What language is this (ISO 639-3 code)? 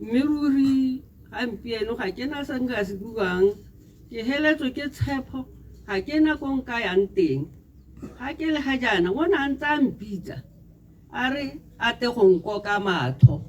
tsn